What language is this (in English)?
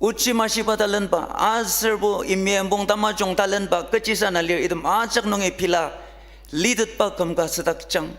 Ao Naga